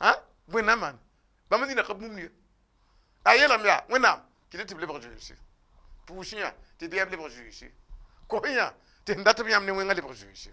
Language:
Mossi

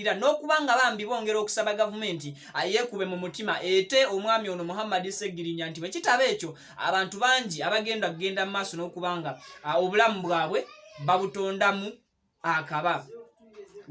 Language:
Ganda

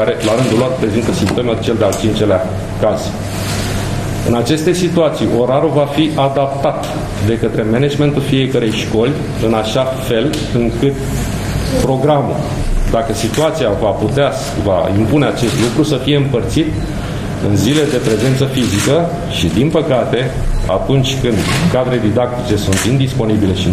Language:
Romanian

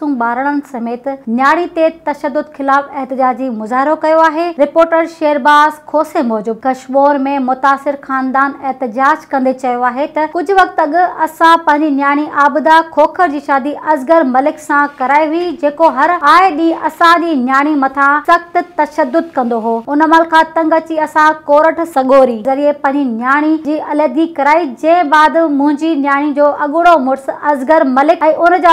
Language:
Sindhi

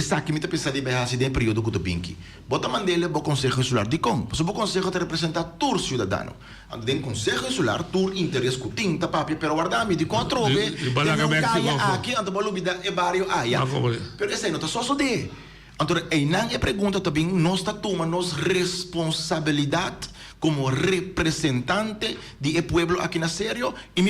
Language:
Papiamento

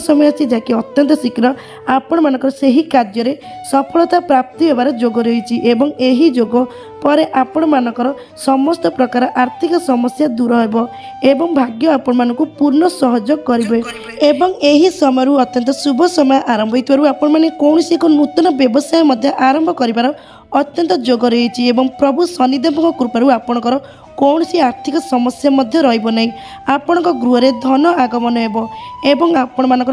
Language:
Odia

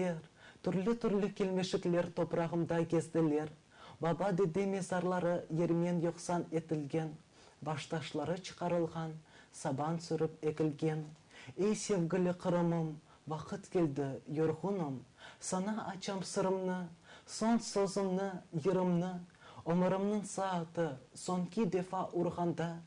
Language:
Crimean Tatar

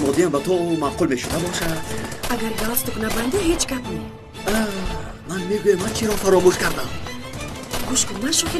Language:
Tajik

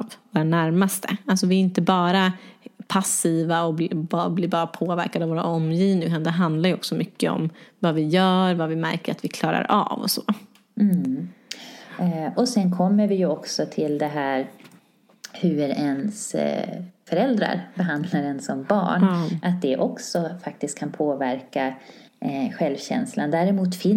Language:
Swedish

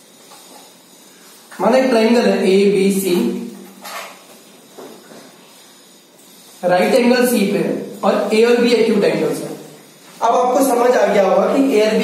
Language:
Hindi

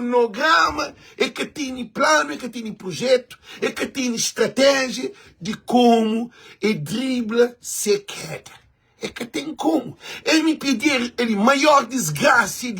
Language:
Kabuverdianu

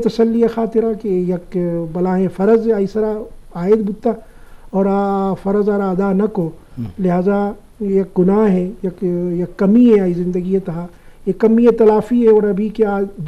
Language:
Eastern Balochi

